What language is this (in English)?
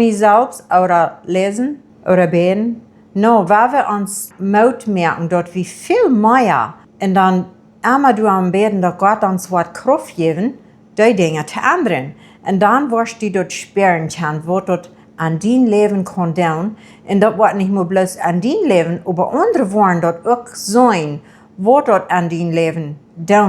Plautdietsch